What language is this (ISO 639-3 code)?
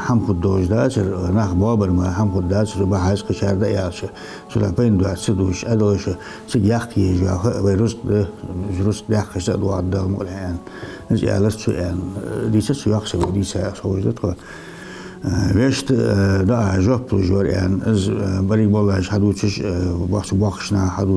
inh